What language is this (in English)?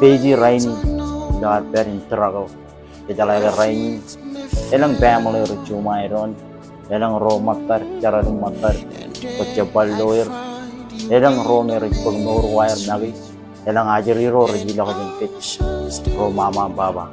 Marshallese